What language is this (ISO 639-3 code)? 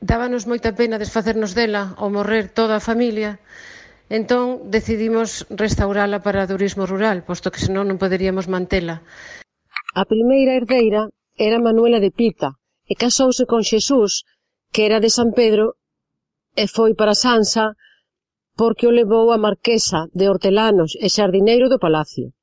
glg